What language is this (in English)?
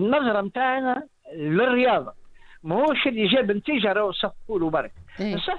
Tunisian Arabic